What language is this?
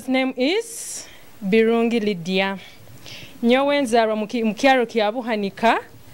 Nyoro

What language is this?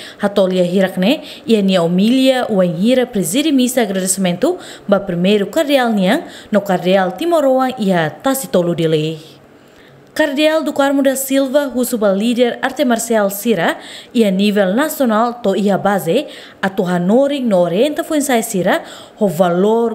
Tetum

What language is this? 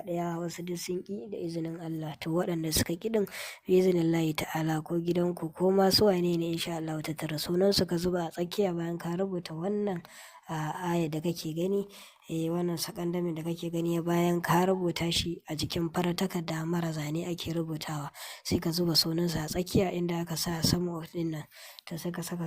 Hausa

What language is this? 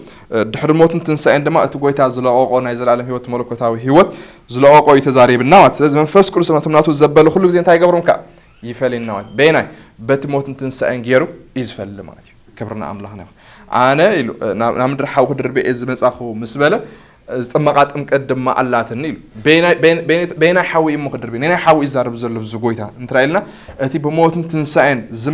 Tigrinya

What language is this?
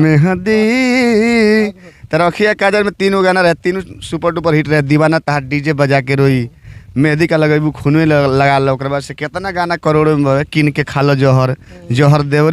Bhojpuri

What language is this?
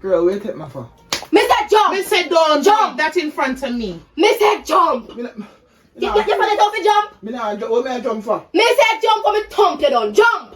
Jamaican Creole English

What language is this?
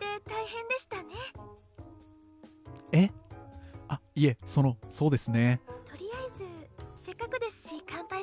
Japanese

